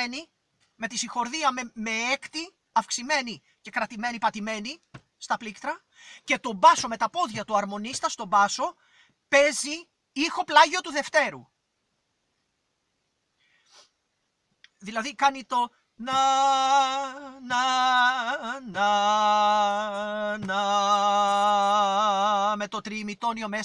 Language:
Greek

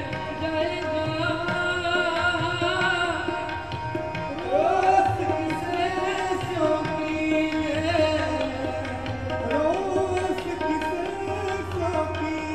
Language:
Punjabi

